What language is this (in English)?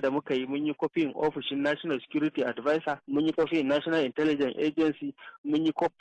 Hausa